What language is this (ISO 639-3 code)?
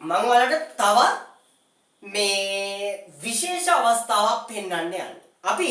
sin